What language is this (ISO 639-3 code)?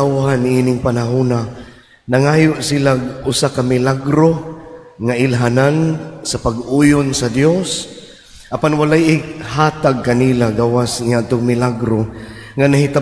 ceb